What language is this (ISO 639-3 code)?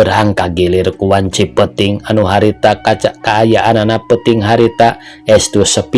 sun